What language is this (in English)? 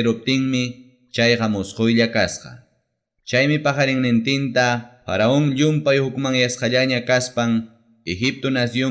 Ayacucho Quechua